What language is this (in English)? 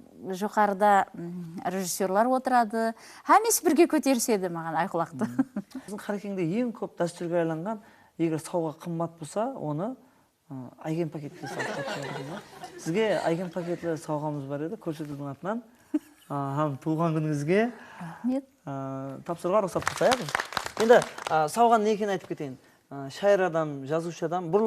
Kara-Kalpak